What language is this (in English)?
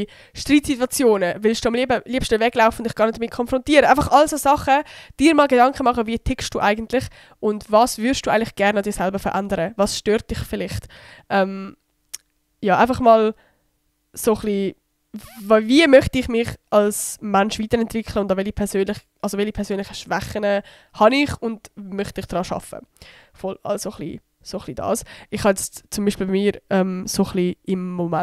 Swiss German